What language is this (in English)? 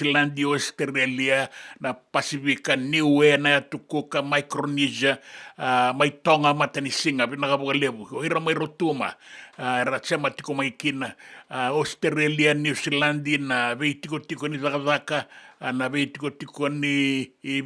Fijian